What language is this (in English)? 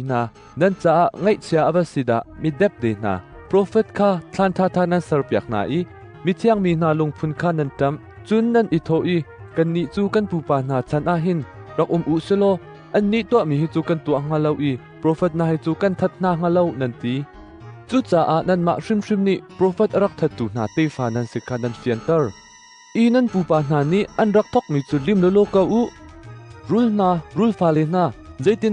Hakha Chin